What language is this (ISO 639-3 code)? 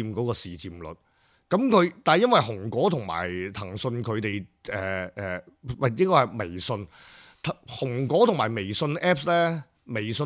yue